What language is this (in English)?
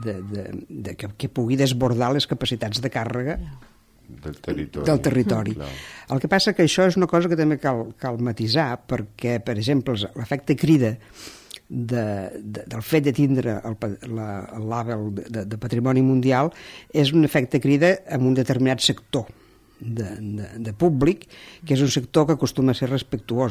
Catalan